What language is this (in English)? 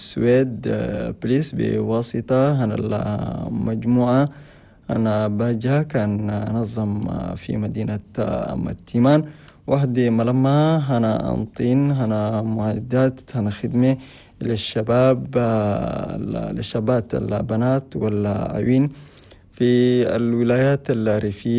Chadian Arabic